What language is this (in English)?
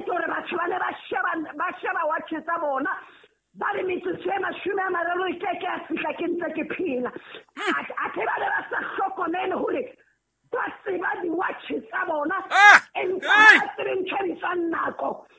Southern Sotho